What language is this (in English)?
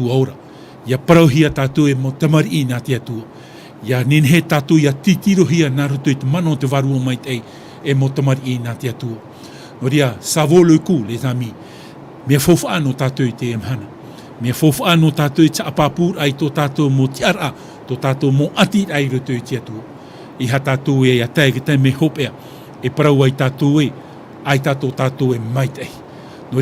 Tahitian